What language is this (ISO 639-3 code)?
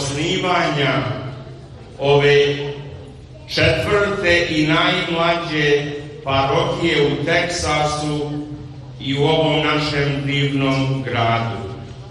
srp